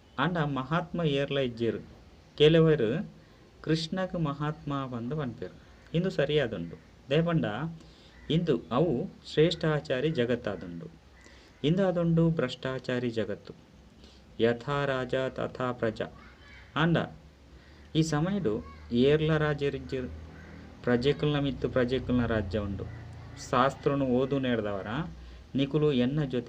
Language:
Tulu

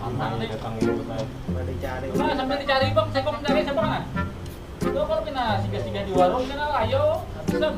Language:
Banjar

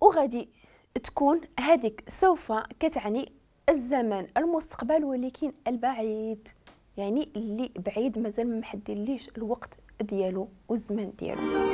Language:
Moroccan Arabic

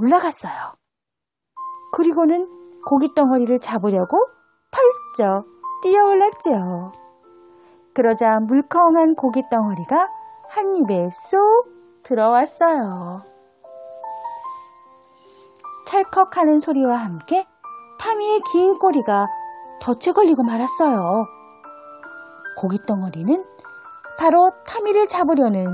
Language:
Korean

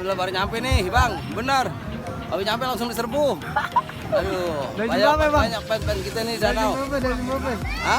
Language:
Betawi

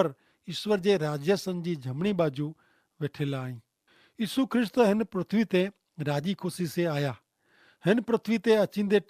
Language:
Kachhi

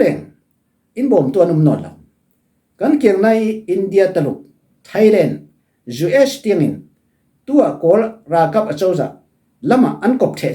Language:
Falam Chin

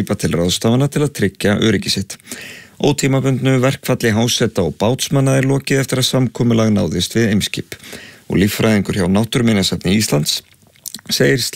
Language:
Icelandic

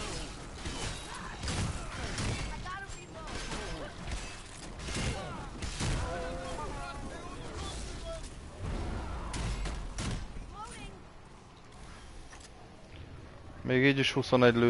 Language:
Hungarian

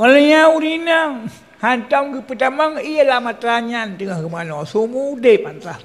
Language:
Achinese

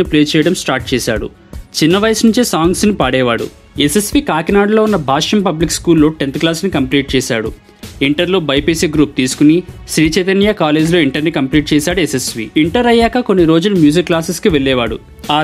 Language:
Telugu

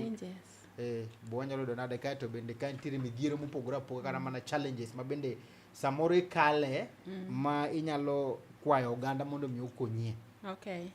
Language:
Luo (Kenya and Tanzania)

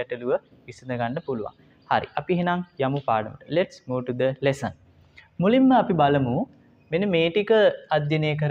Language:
Sinhala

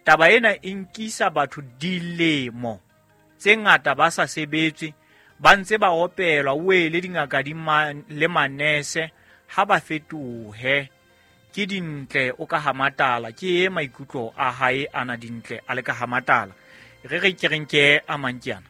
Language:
Southern Sotho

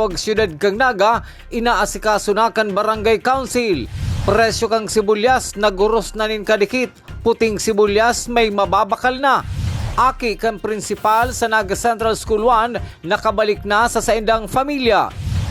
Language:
Bikol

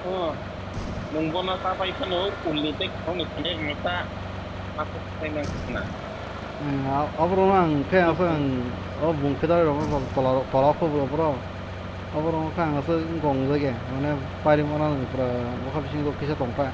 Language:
Kok Borok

